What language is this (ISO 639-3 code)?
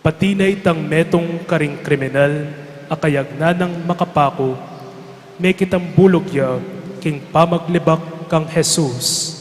pam